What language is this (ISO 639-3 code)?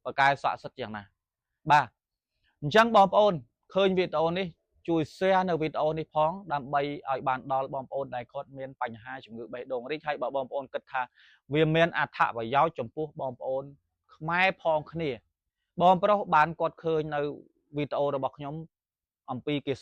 khm